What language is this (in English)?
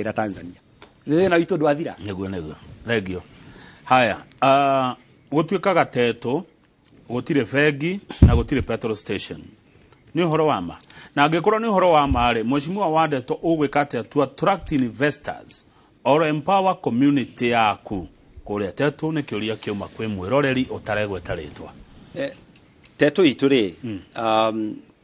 Kikuyu